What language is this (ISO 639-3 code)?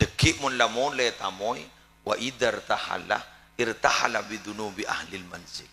mad